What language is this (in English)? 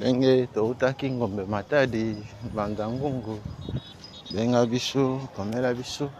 Lingala